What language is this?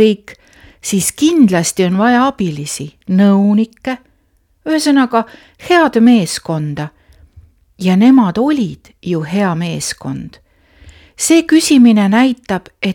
Estonian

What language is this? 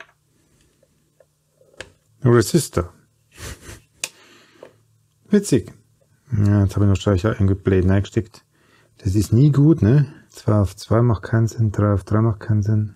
German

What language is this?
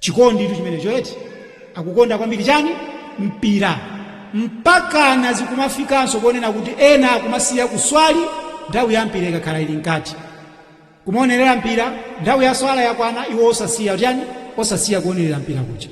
Nyanja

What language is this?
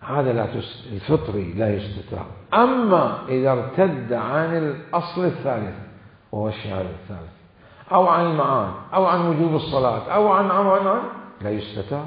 Mesopotamian Arabic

